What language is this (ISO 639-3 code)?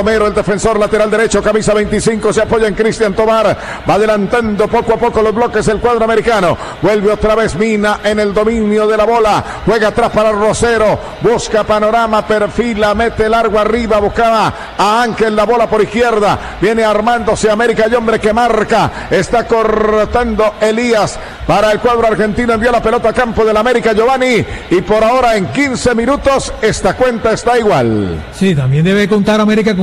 spa